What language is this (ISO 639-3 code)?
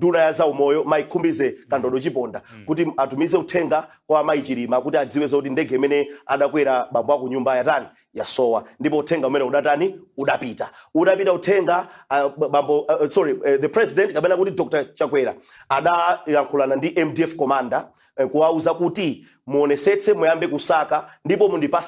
nya